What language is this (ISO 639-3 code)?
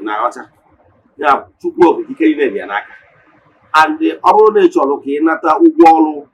ibo